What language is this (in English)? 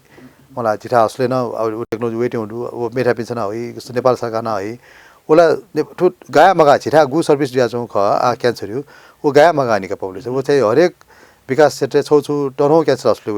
Newari